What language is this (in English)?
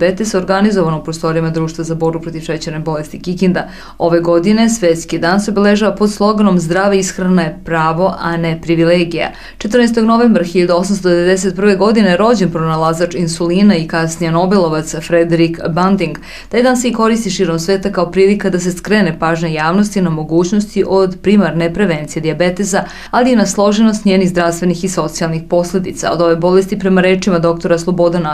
Serbian